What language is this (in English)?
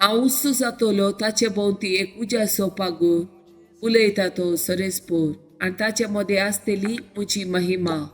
Konkani